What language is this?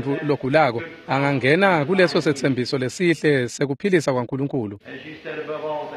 Swati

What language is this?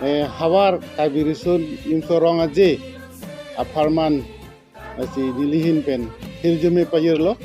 Karbi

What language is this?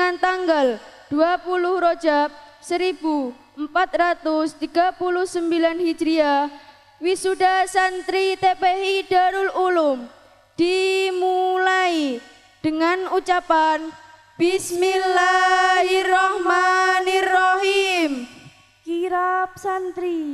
Indonesian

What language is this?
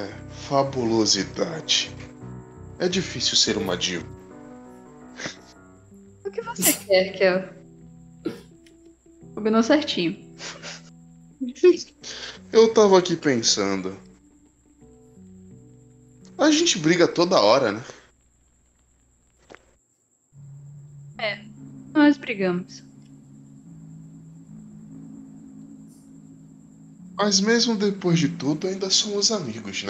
Portuguese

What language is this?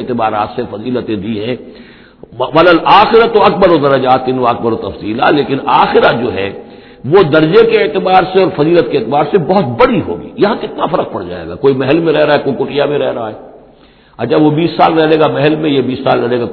Urdu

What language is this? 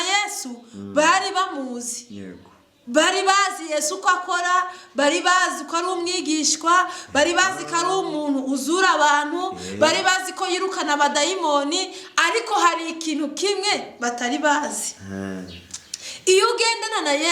Kinyarwanda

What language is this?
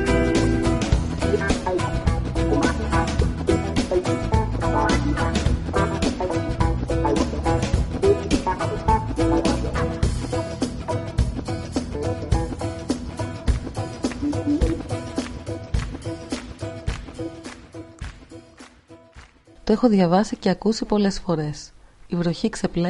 Greek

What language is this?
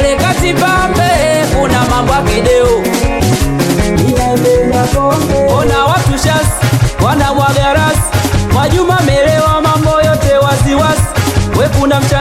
Swahili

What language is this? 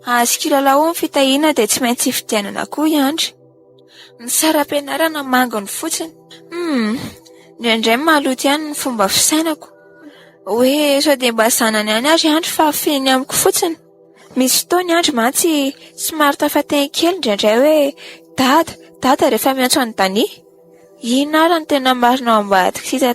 Malagasy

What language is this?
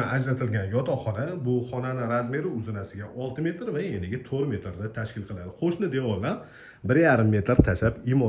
Uzbek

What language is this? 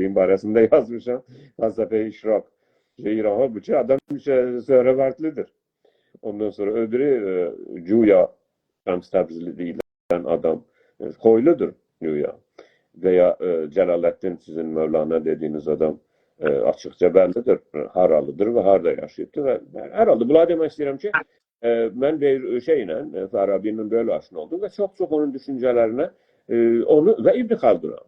South Azerbaijani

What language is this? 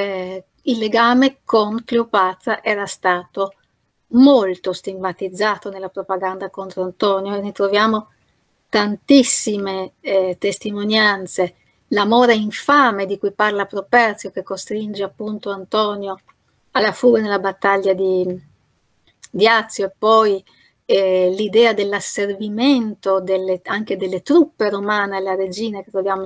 Italian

